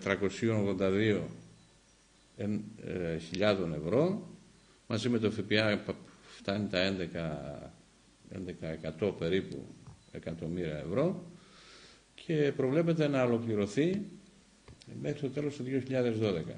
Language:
Greek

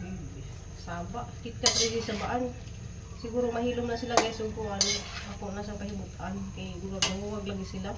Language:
Cebuano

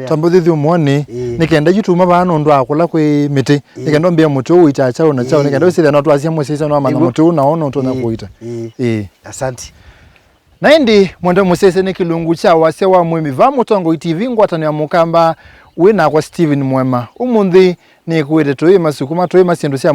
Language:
Kamba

